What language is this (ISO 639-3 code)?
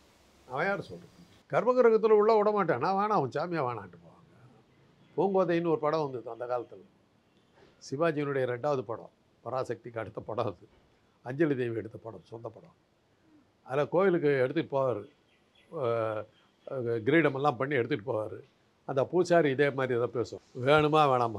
tam